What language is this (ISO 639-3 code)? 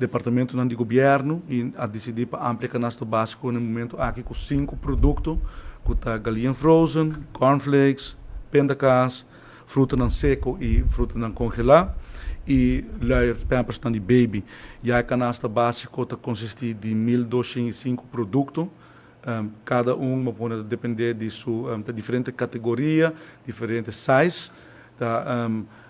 pap